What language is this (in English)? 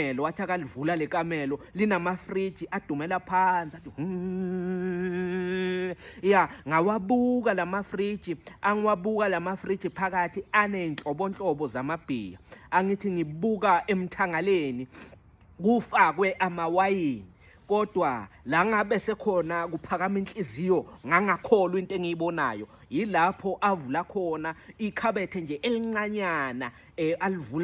Zulu